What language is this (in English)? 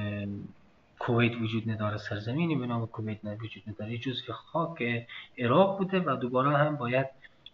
Persian